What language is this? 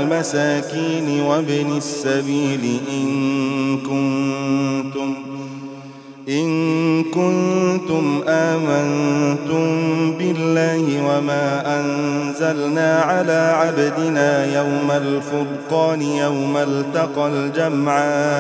Arabic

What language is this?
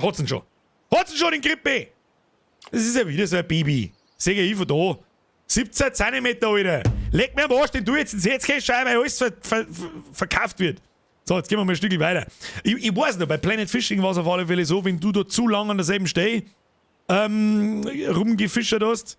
Bavarian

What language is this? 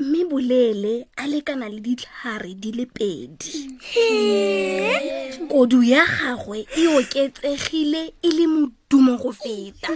Tswana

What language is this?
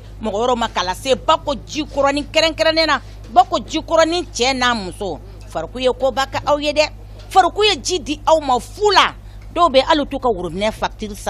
Bambara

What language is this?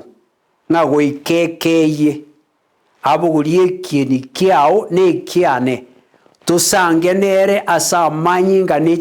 Gusii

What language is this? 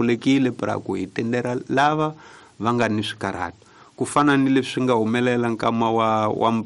Tsonga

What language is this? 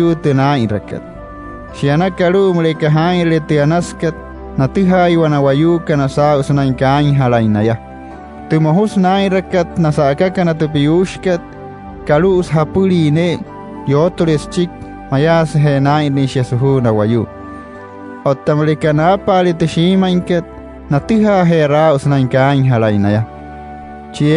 Wayuu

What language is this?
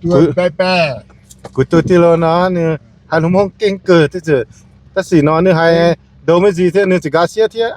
Hmong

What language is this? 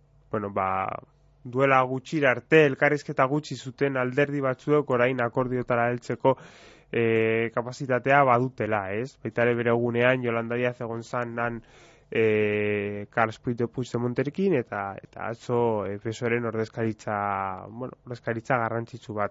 Basque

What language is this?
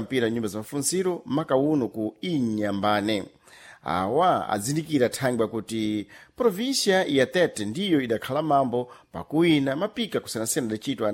Sena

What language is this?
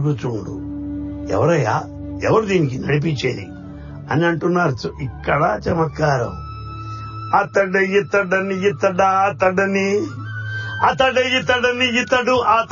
Telugu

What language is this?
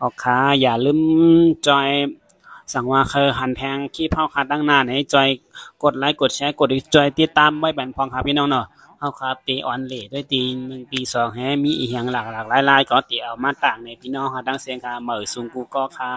Shan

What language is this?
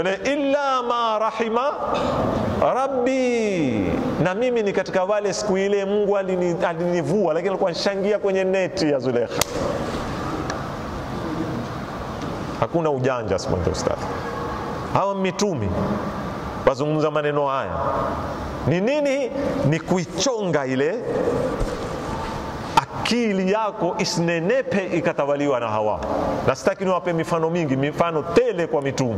Swahili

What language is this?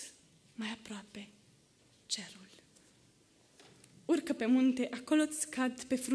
Romanian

